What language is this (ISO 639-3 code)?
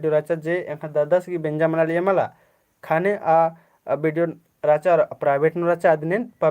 kru